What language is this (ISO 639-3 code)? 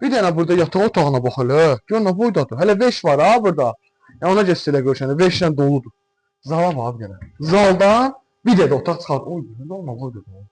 aze